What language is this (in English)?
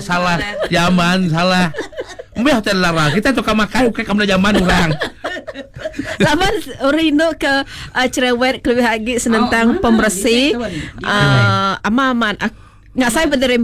Malay